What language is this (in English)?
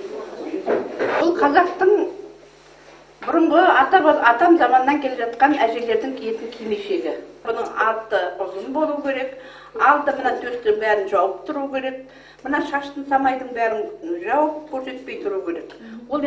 Kazakh